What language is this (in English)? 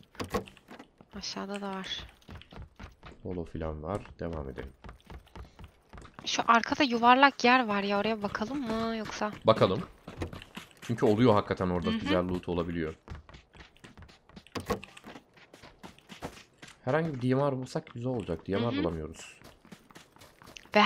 Turkish